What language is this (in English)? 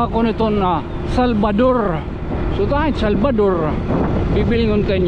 Waray